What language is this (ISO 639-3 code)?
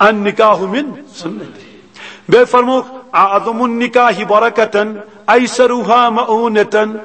kas